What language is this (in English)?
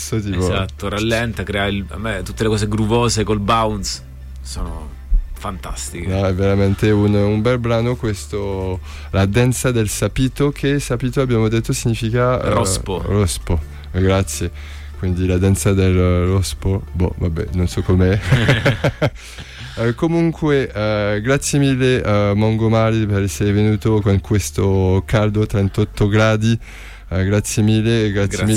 Italian